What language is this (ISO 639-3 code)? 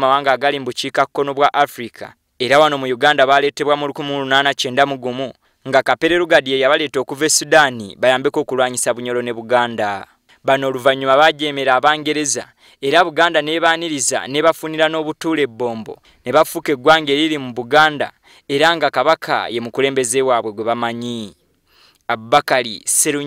lug